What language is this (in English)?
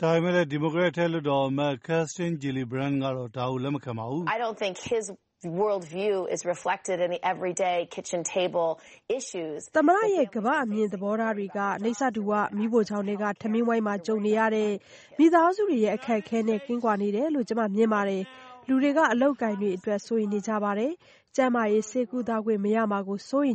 Burmese